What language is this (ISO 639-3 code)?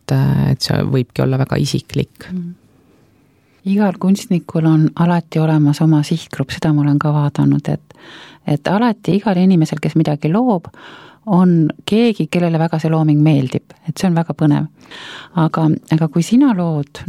est